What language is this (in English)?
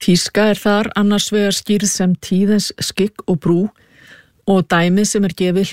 Icelandic